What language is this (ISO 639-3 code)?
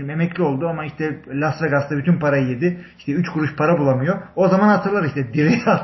tur